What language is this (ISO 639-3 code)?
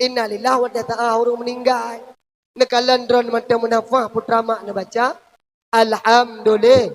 ace